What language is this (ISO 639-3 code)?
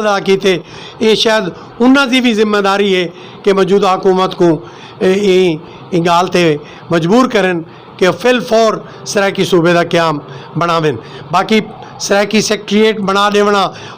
skr